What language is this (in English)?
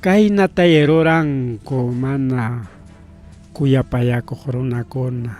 Ayacucho Quechua